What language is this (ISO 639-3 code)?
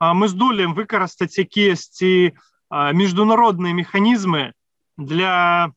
bel